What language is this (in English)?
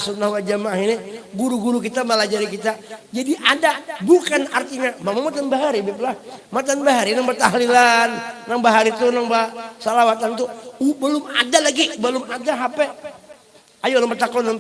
Banjar